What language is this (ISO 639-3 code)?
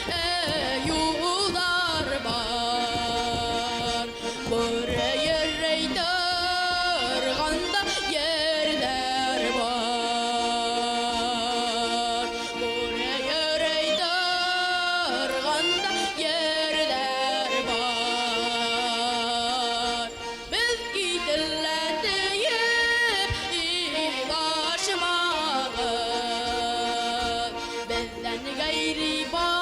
bak